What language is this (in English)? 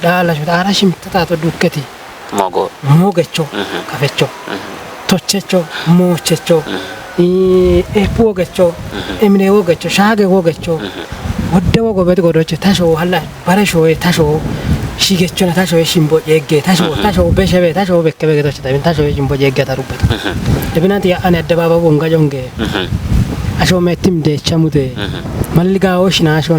Kafa